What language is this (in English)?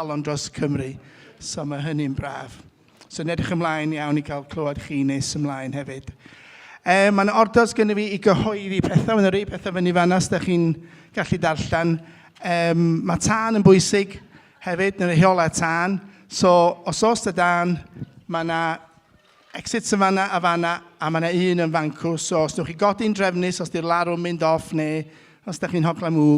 Welsh